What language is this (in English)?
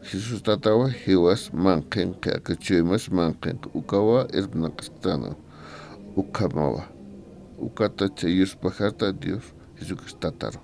Aymara